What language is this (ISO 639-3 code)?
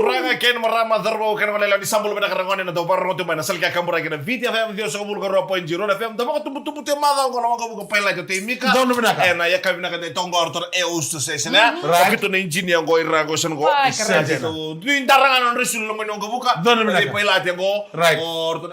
fij